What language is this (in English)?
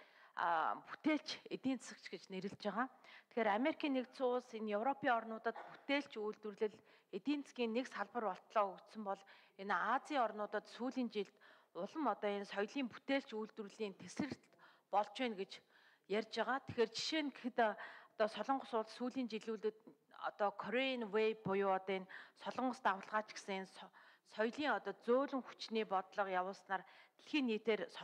Mongolian